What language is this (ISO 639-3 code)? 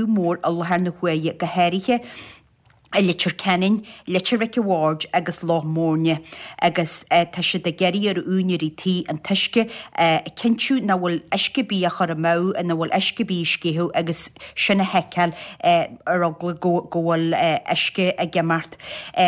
gle